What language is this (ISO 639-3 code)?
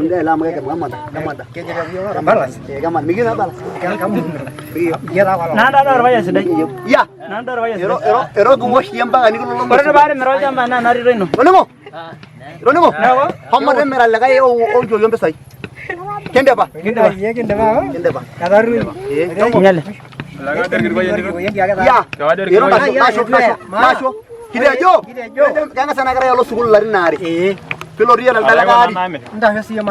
mas